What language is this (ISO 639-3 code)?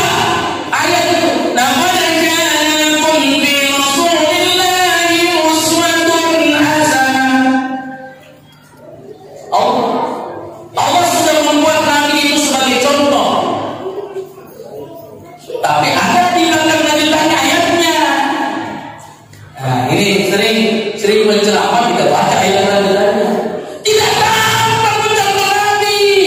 ind